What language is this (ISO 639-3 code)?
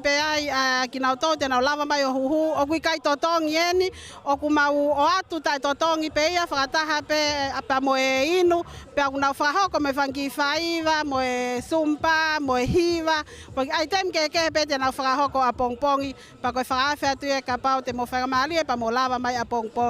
ton